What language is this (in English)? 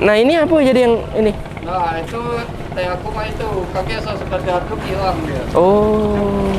Musi